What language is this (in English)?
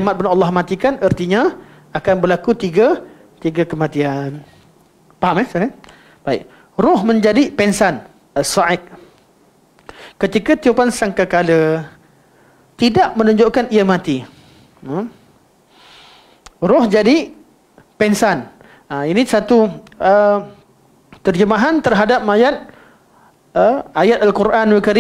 Malay